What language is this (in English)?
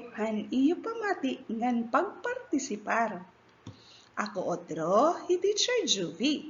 Waray